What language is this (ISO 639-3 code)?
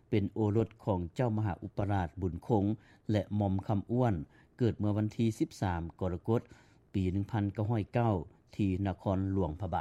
lao